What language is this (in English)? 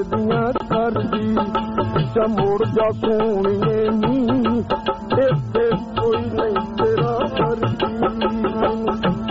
Punjabi